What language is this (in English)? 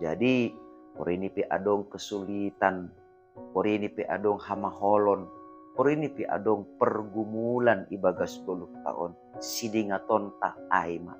Batak Simalungun